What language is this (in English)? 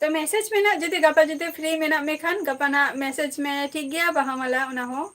Santali